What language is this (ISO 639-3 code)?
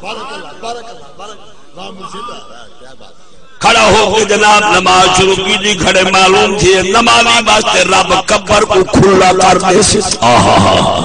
skr